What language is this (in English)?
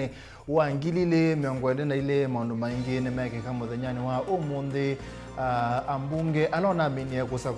Kamba